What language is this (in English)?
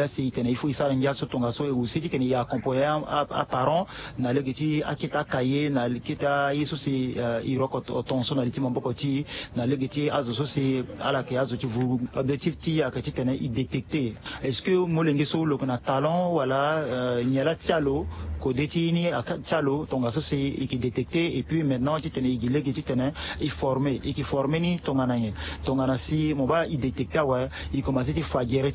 Sango